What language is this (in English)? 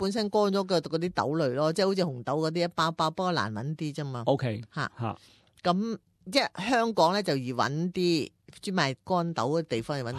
Cantonese